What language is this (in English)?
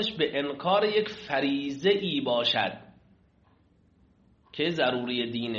Persian